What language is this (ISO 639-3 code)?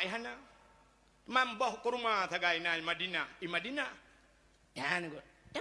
ace